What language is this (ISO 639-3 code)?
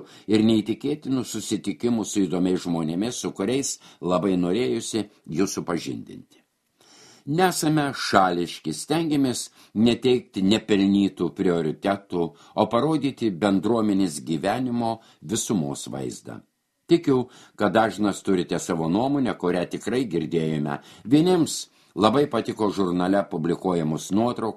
lit